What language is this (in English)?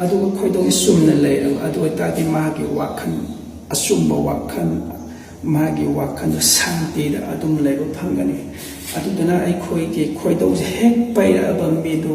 Manipuri